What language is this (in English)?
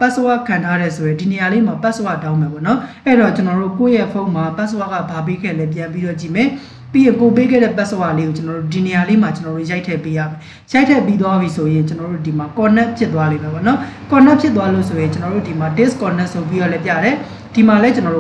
Burmese